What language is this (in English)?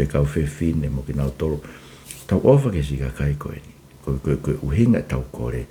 Tongan